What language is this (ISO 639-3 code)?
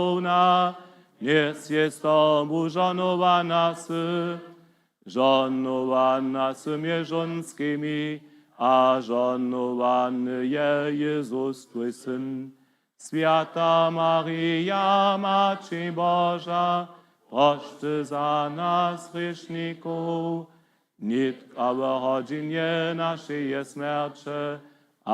hsb